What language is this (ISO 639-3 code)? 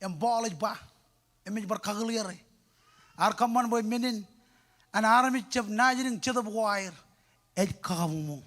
mah